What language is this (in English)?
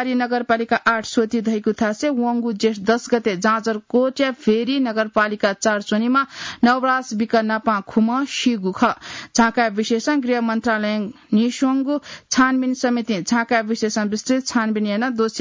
Newari